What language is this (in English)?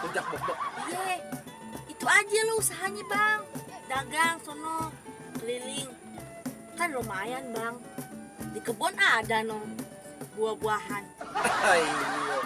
Betawi